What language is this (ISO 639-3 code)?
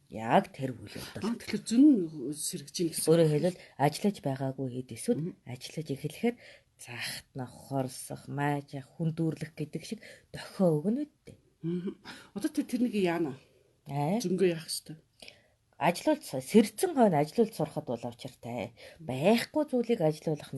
mon